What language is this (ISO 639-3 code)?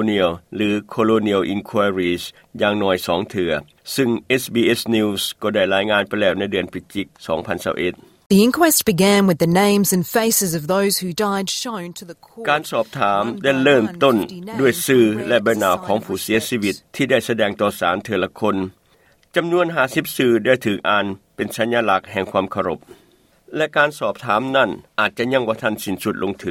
lao